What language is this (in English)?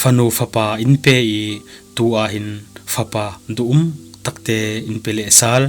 Falam Chin